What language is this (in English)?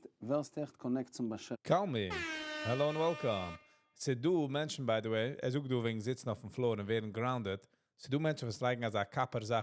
Yiddish